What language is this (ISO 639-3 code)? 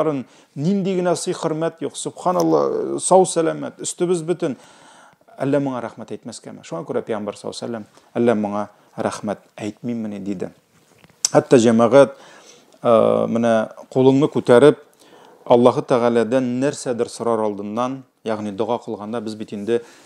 tat